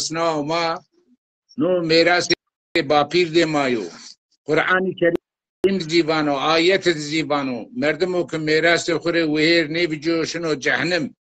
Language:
Zaza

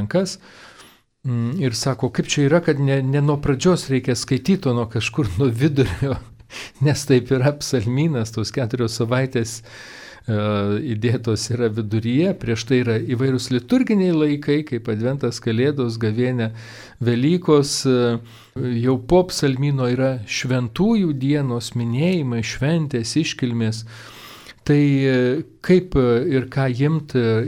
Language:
Lithuanian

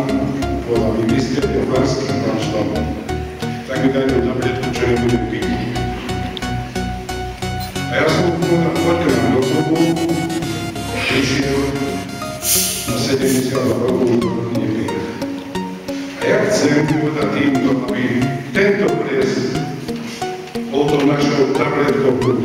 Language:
Slovak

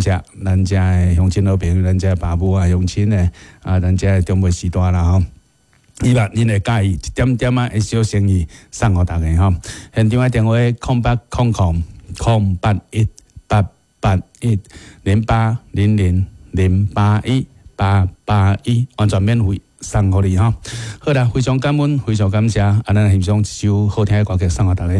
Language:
Min Nan Chinese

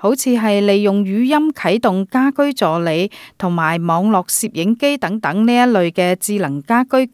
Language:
Cantonese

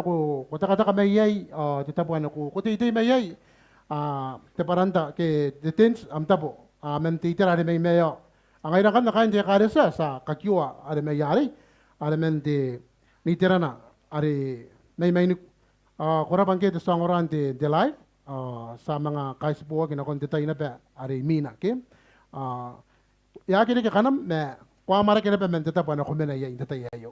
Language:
Gilbertese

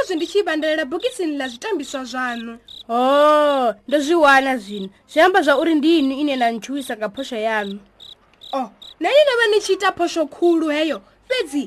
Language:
Venda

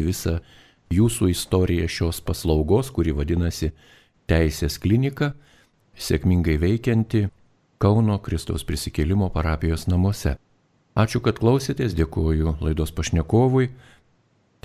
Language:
Lithuanian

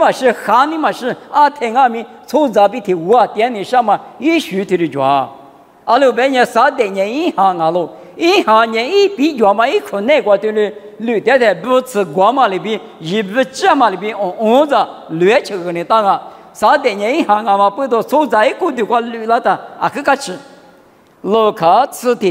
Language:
Lisu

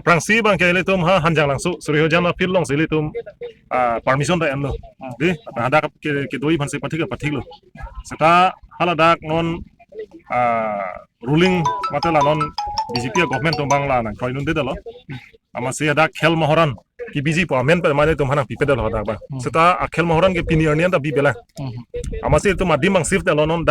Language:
Karbi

